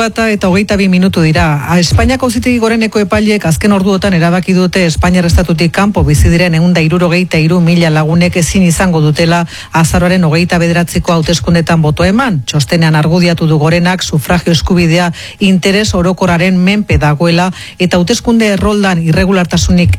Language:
Basque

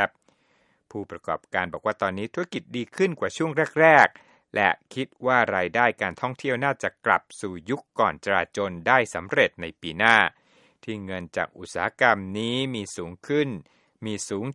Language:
Thai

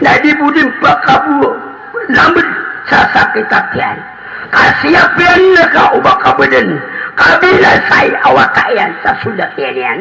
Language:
Maranao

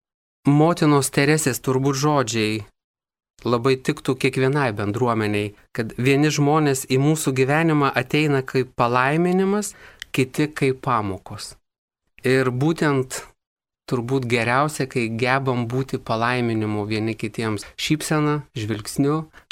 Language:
Lithuanian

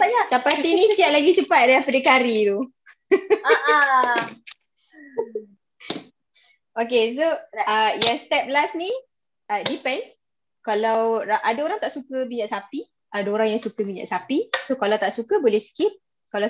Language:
Malay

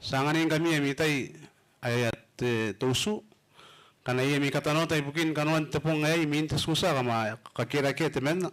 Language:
Gilbertese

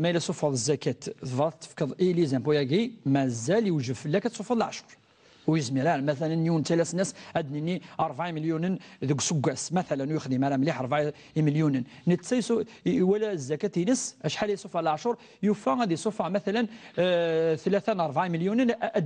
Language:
Kabyle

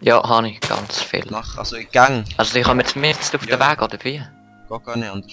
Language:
Swiss German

